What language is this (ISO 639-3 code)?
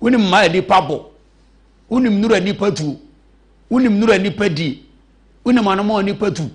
aka